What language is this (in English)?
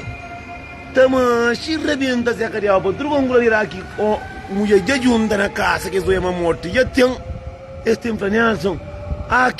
Kabuverdianu